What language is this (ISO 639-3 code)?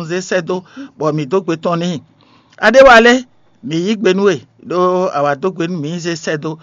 fon